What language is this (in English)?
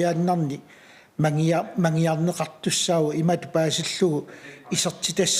Kalaallisut